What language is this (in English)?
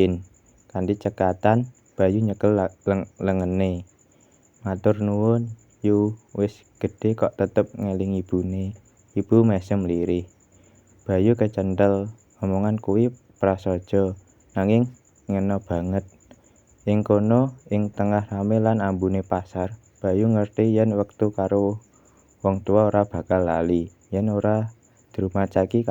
Javanese